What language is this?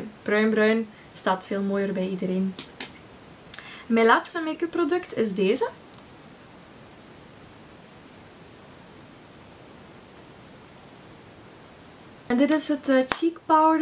Dutch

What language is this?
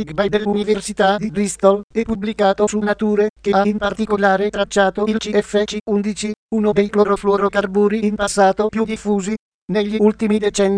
Italian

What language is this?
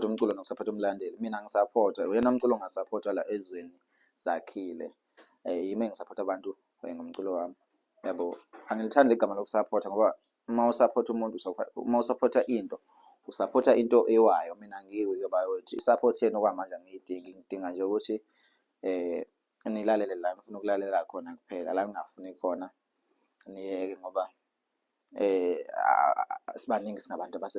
Zulu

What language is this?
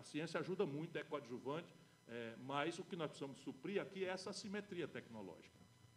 Portuguese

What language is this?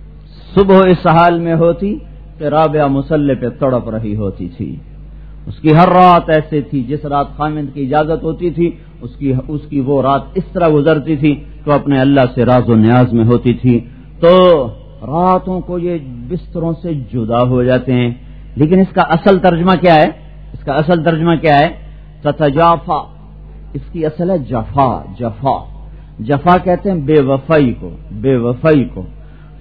Urdu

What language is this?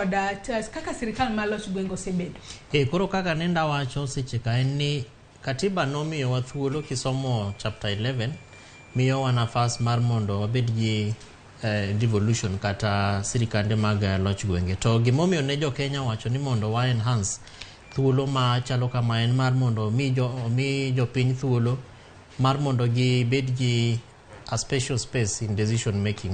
Luo (Kenya and Tanzania)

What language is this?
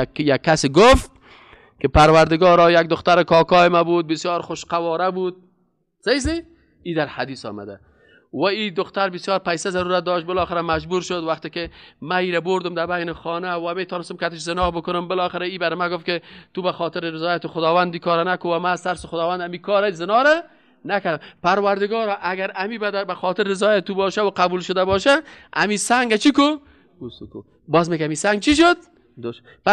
Persian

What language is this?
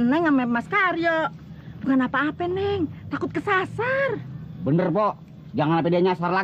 Betawi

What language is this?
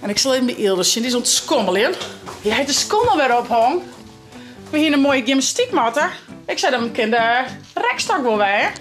Western Frisian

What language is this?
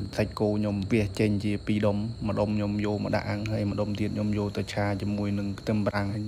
Khmer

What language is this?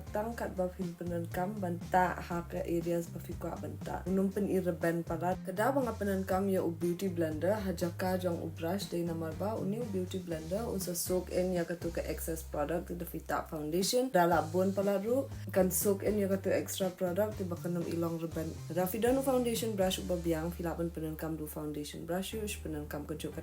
Khasi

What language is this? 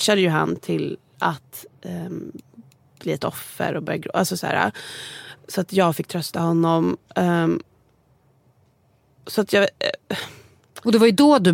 Swedish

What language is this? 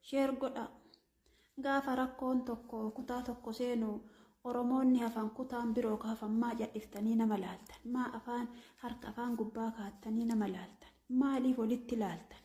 Oromo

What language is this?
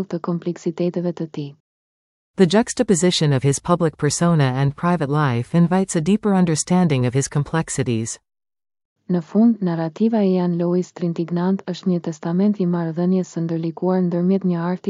Albanian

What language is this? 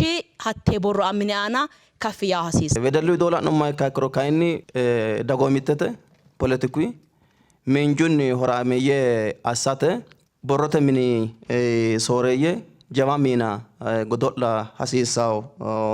Sidamo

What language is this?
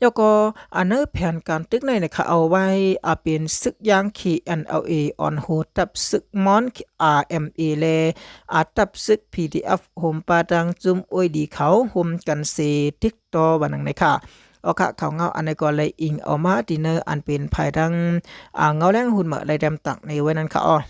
Shan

